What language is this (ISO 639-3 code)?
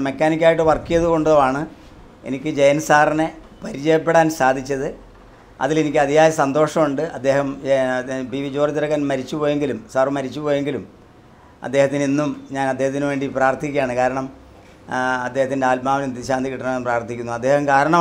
mal